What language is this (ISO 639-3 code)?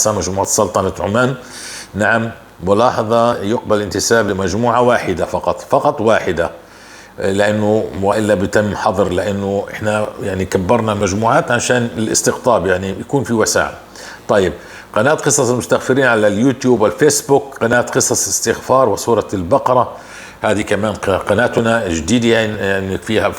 apc